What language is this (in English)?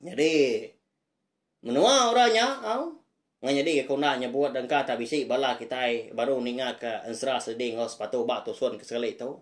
Iban